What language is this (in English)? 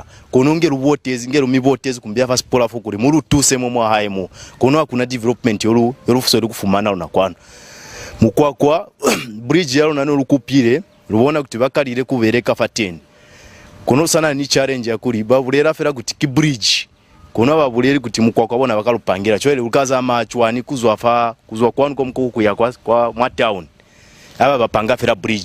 Lozi